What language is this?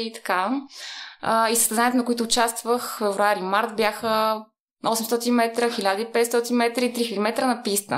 Bulgarian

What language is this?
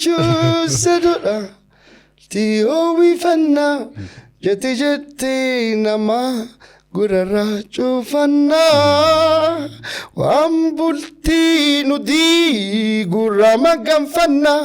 Oromo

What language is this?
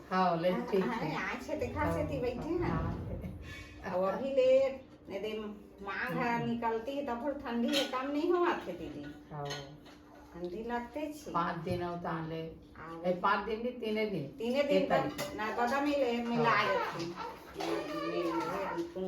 Chhattisgarhi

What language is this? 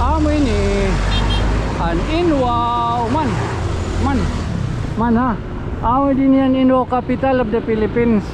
Waray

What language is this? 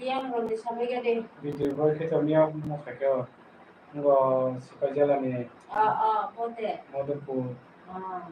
Kok Borok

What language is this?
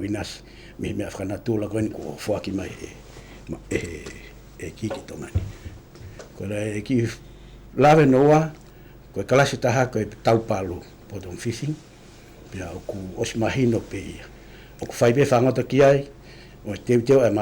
Tongan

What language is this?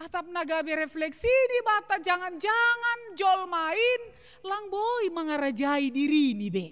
Batak Simalungun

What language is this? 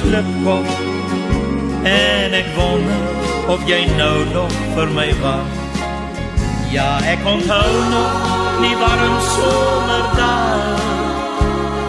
Afrikaans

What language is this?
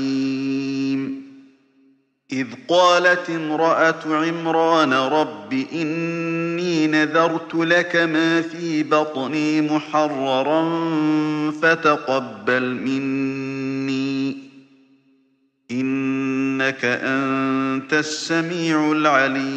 Arabic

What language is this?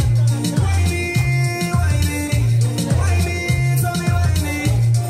English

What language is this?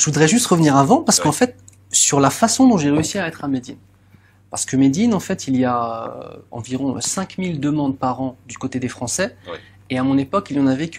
French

